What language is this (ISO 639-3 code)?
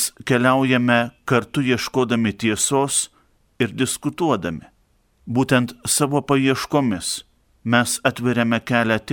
lit